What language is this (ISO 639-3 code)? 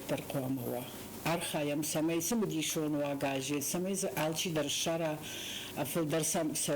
oss